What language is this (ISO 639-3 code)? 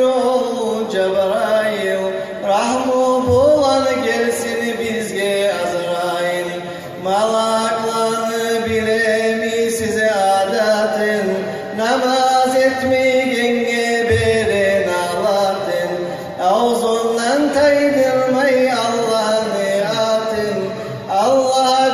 kum